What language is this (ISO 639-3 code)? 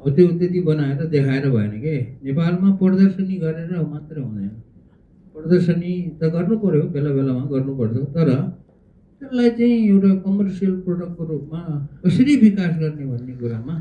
nep